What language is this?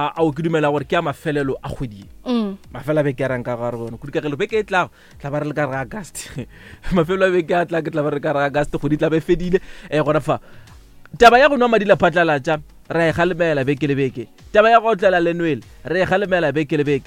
Northern Sotho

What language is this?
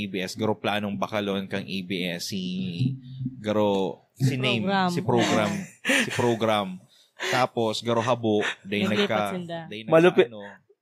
Bikol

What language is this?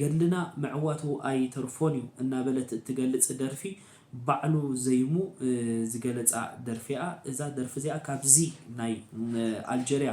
Tigrinya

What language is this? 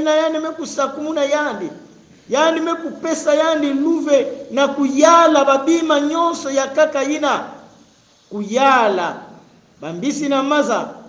Kongo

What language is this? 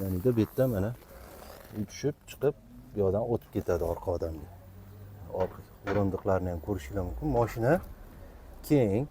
Uzbek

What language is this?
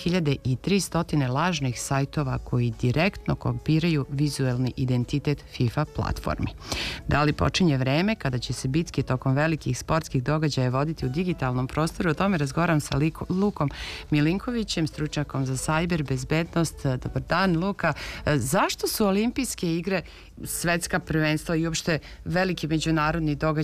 Serbian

